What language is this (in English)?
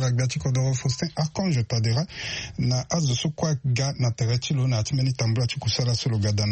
Sango